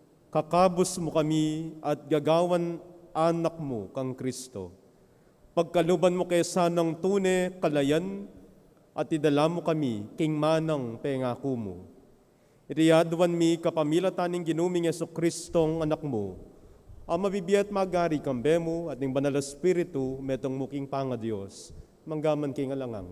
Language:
Pampanga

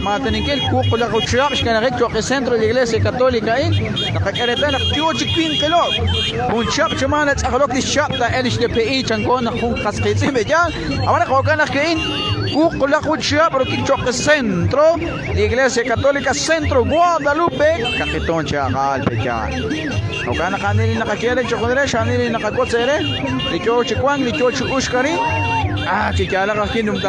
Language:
Kekchí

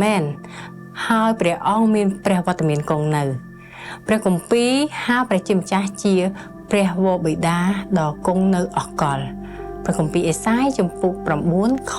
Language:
Khmer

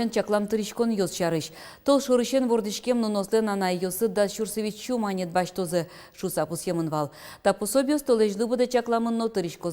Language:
Udmurt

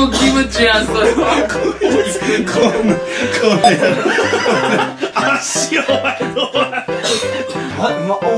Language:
Japanese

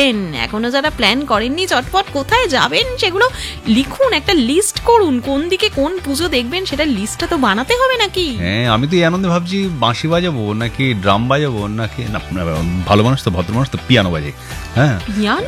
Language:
Bangla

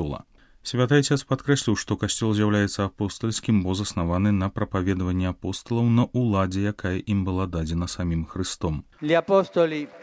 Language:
Belarusian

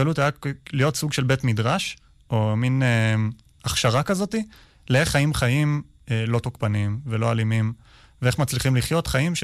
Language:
Hebrew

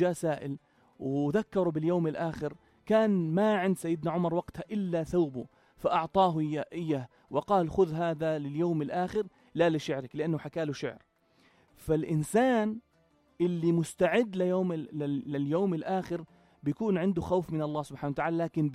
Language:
North Levantine Arabic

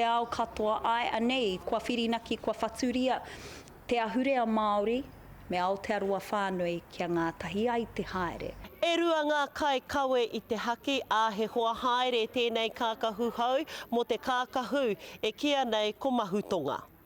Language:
Māori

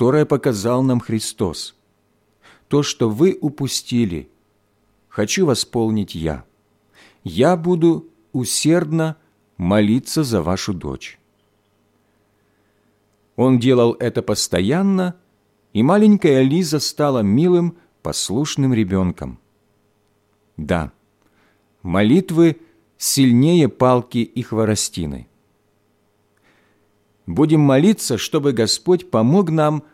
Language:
Russian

